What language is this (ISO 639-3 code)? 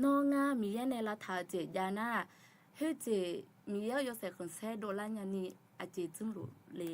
ahk